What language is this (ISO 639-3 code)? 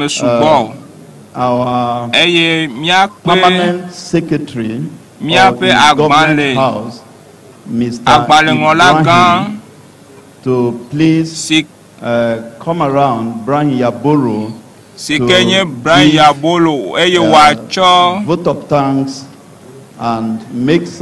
ewe